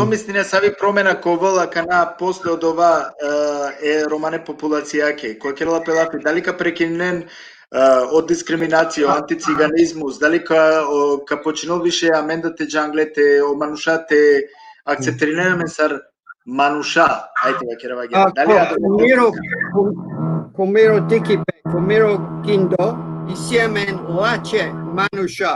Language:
Balkan Romani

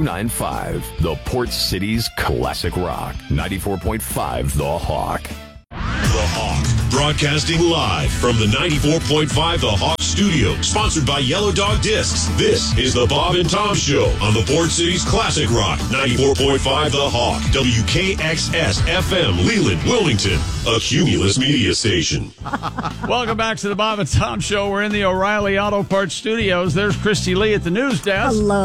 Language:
English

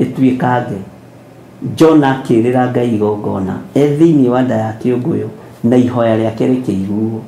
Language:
Kikuyu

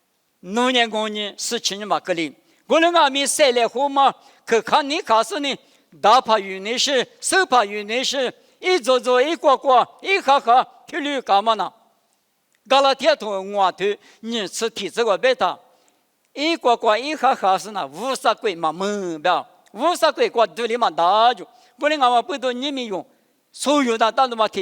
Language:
Lisu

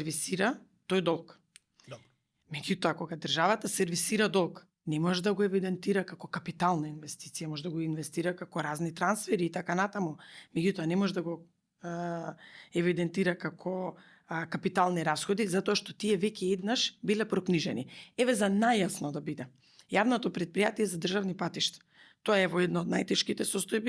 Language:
Macedonian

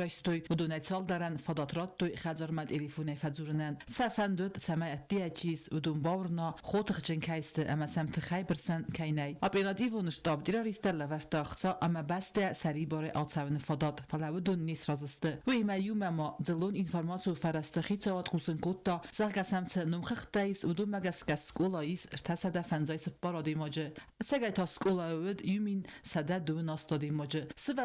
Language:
Ossetic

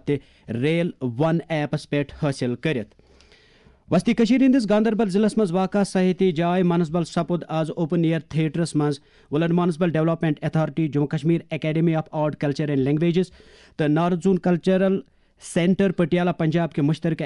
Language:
Kashmiri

